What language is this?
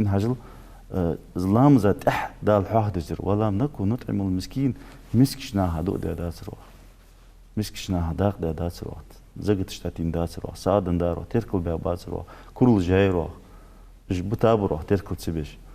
Ingush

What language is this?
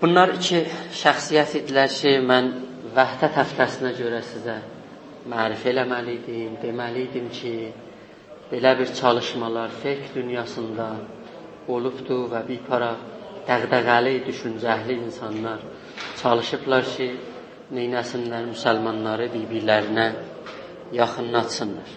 South Azerbaijani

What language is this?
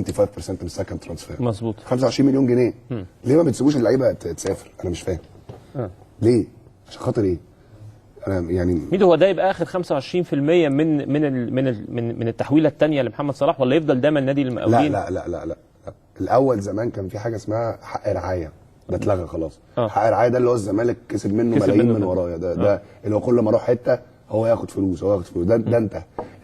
Egyptian Arabic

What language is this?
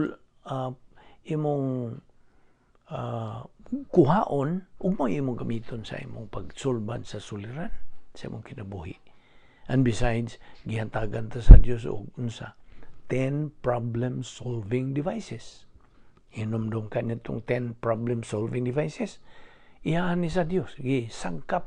Cebuano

